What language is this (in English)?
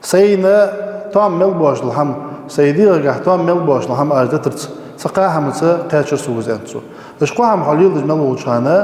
Ingush